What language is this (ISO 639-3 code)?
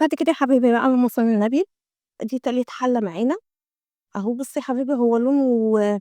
arz